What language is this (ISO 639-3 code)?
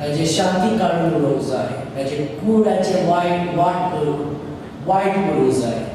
kok